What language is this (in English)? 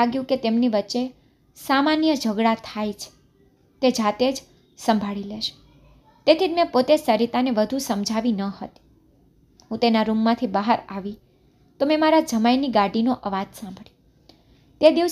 Gujarati